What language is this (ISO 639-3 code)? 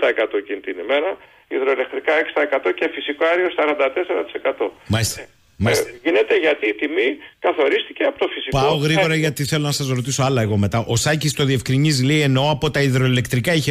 ell